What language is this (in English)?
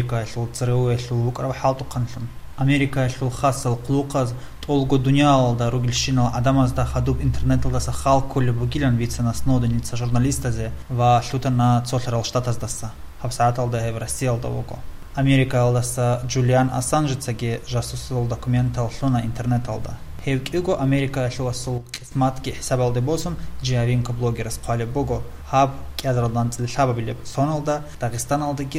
Avaric